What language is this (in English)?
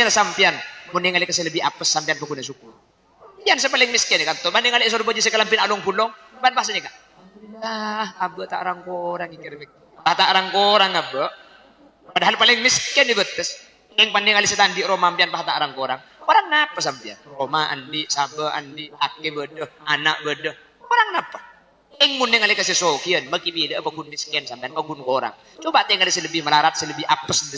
Madurese